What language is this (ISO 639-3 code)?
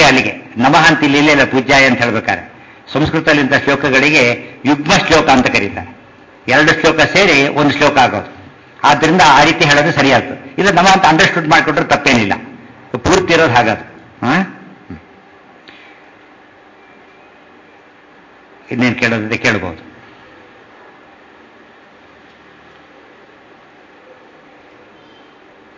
kan